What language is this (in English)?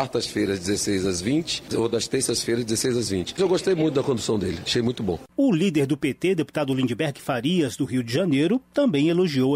Portuguese